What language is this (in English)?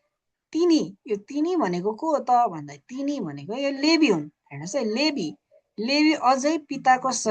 Nepali